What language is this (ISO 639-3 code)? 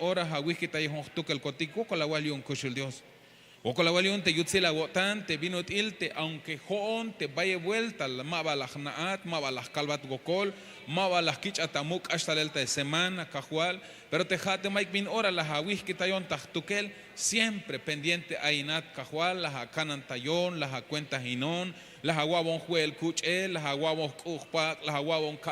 tzh